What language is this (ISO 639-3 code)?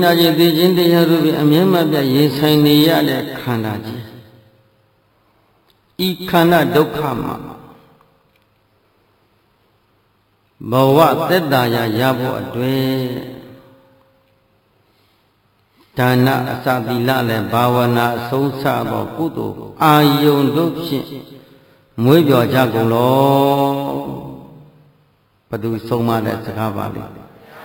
mya